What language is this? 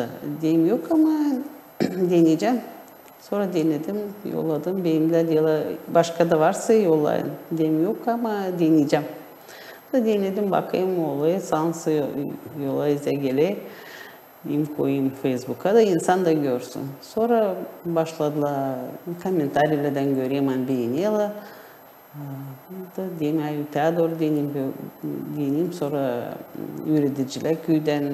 Gagauz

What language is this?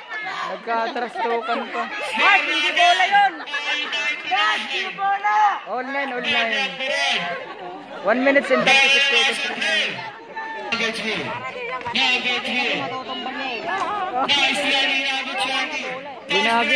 Filipino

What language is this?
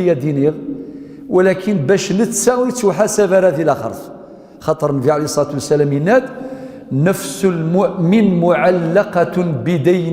Kabyle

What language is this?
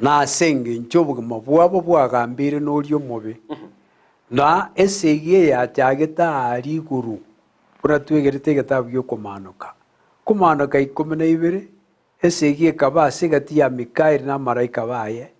Gusii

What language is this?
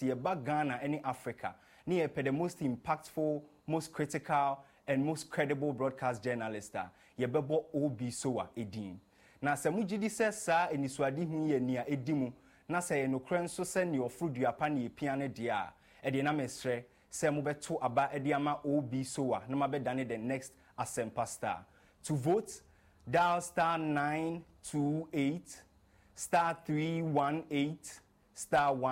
Akan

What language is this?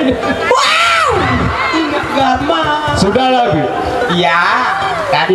Sasak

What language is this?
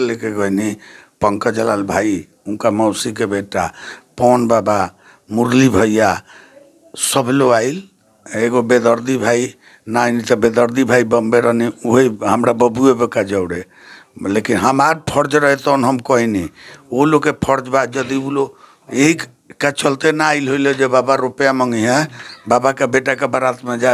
Bhojpuri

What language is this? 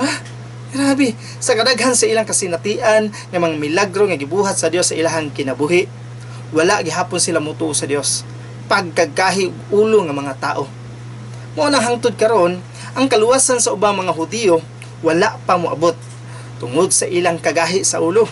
Cebuano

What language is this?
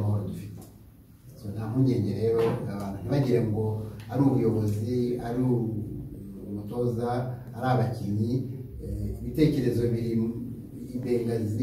Kinyarwanda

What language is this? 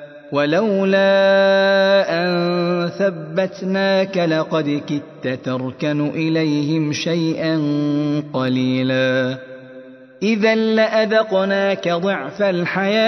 Arabic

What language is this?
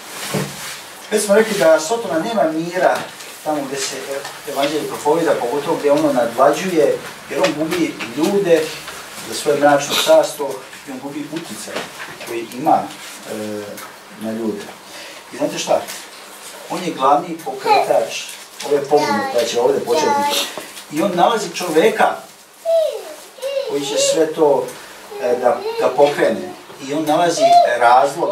Croatian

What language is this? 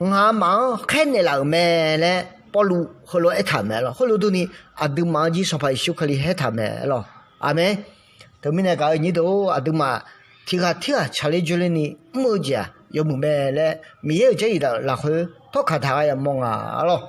Akha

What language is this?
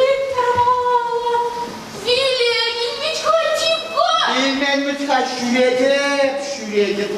Chuvash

